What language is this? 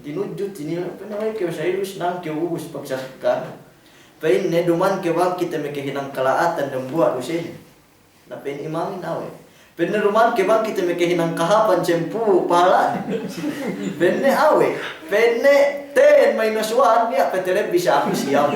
Yakan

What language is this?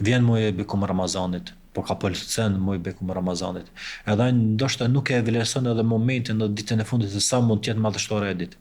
Albanian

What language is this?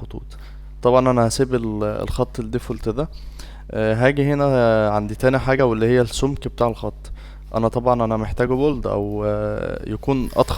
Egyptian Arabic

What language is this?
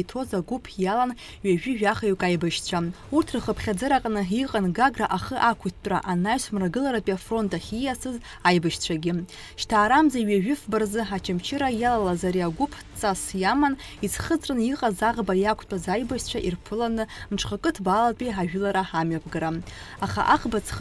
Abkhazian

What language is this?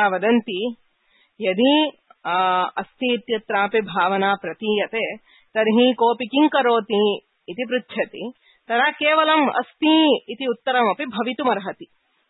Sanskrit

